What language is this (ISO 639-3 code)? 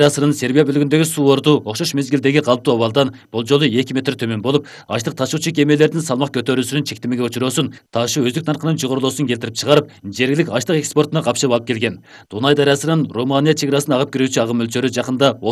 kir